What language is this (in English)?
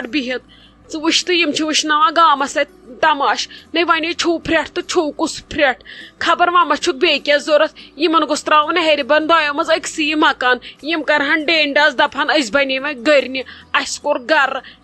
Kashmiri